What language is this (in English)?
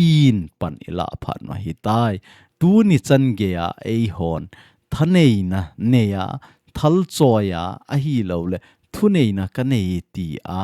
Thado Chin